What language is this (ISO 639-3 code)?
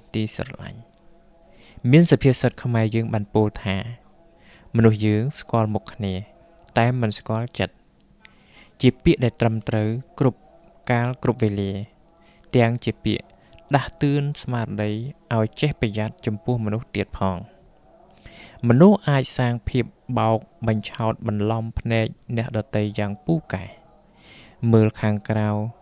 khm